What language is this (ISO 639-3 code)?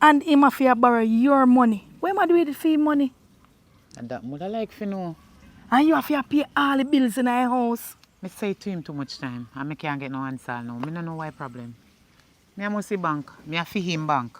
jam